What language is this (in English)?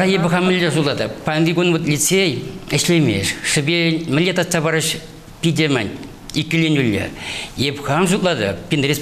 Chuvash